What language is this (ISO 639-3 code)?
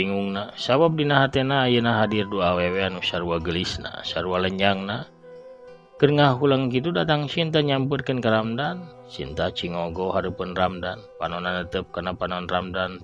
sun